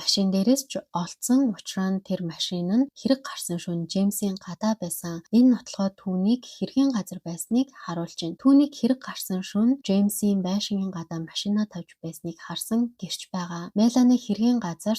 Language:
Mongolian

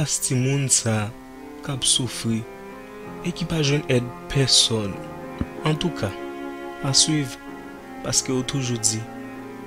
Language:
Haitian Creole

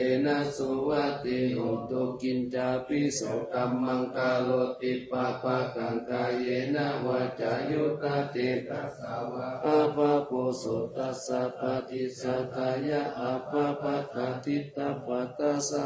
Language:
Pali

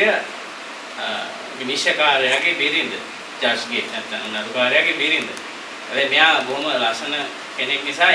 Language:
Sinhala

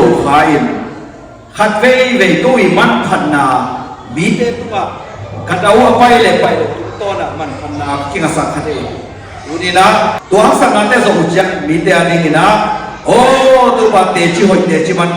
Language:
Tedim Chin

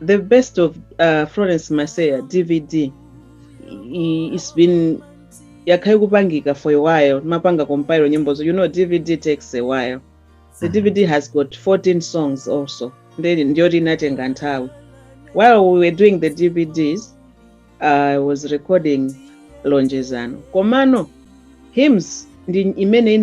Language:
Nyanja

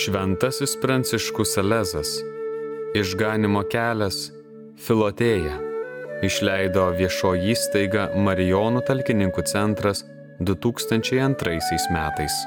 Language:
Lithuanian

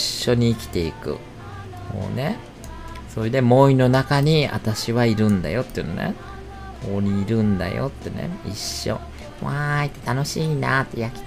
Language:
Japanese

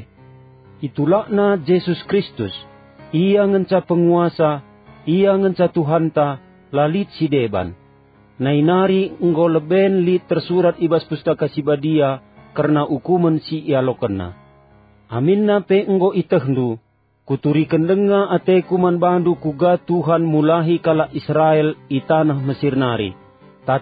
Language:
Batak Karo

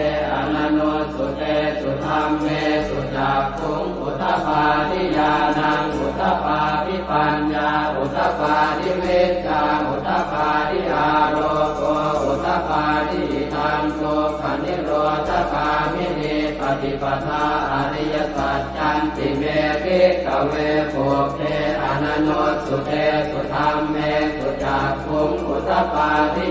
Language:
Pali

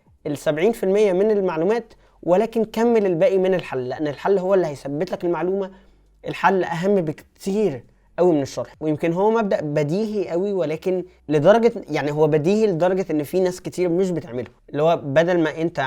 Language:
Egyptian Arabic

